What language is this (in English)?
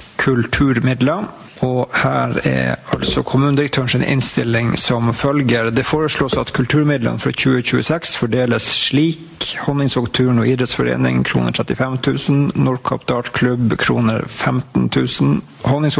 Norwegian